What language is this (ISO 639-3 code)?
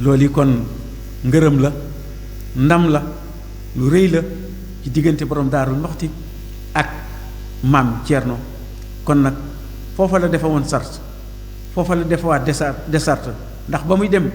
wol